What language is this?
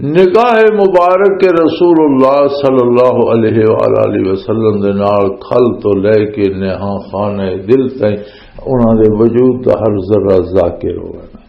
Western Panjabi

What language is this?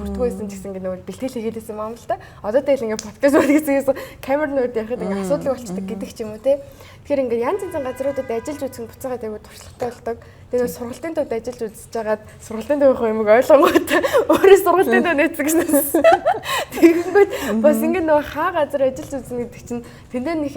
Mongolian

